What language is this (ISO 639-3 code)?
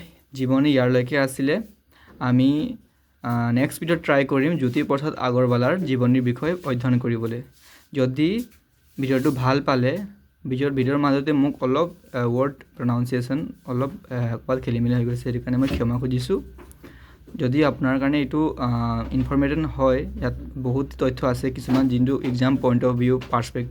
asm